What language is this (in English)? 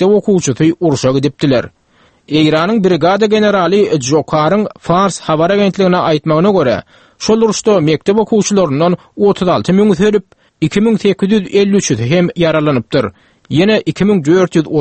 Turkmen